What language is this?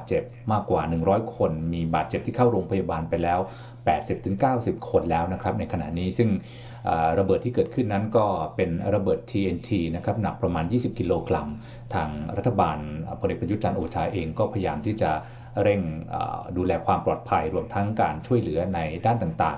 Thai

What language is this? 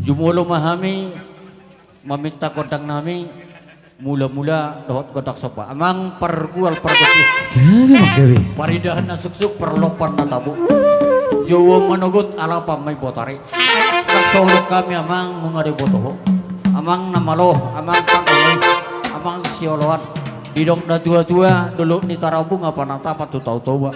Batak Toba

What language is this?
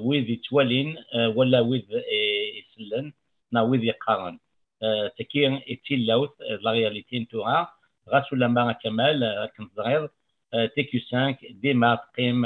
Kabyle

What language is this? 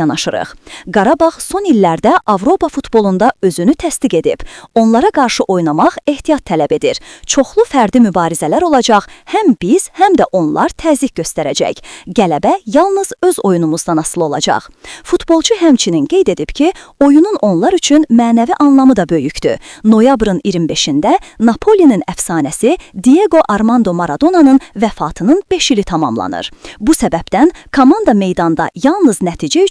Azerbaijani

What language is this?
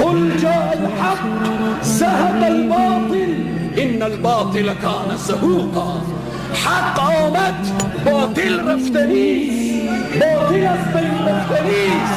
Tajik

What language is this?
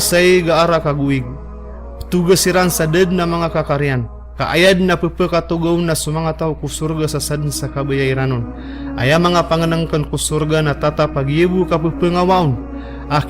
Maranao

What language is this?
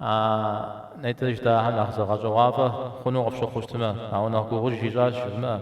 Kabardian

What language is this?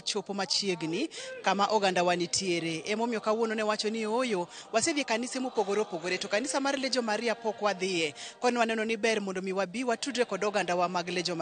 Luo (Kenya and Tanzania)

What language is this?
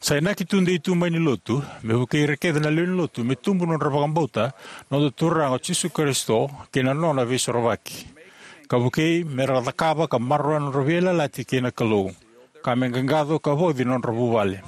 Fijian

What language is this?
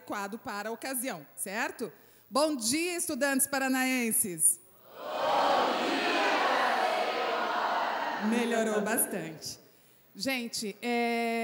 Portuguese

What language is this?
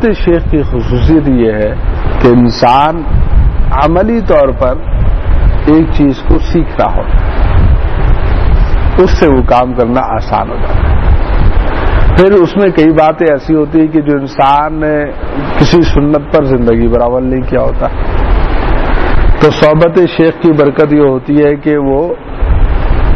Urdu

